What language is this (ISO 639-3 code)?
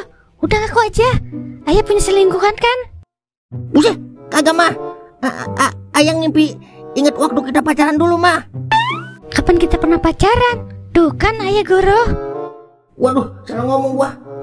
bew